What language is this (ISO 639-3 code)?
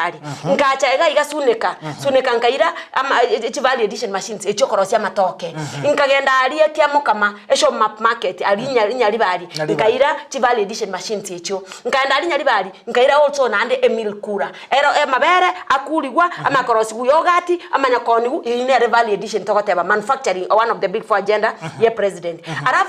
guz